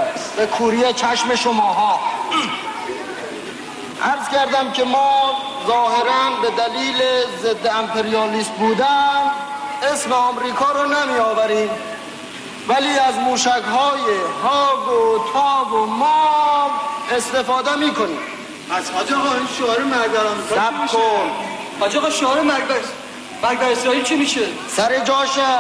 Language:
Persian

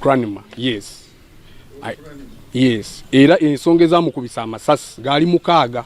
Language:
Ganda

